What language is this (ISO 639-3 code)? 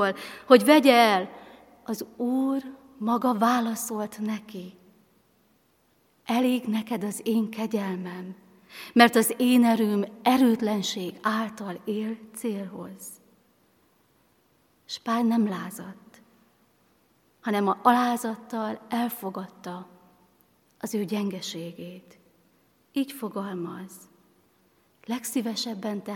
hun